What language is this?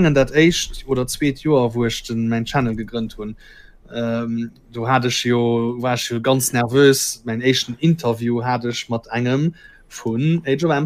Luxembourgish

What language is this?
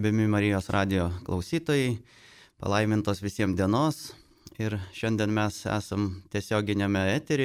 Lithuanian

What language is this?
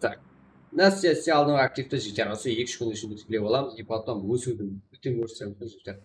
Kara-Kalpak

